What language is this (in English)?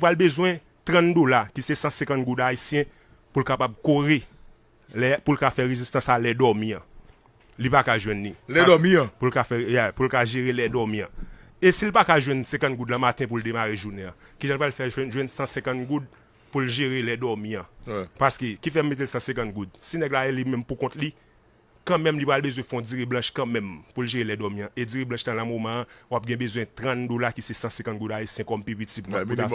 Haitian Creole